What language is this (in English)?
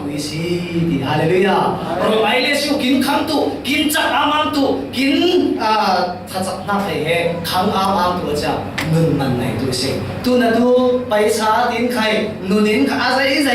Falam Chin